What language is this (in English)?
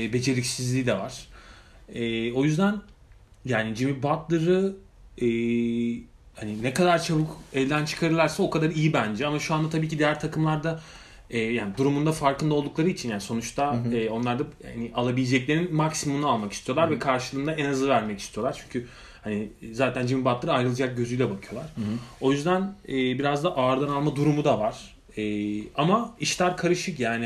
Turkish